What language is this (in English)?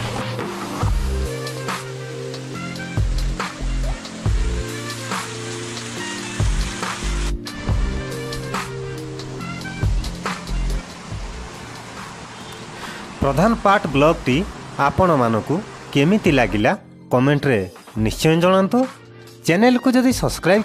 Odia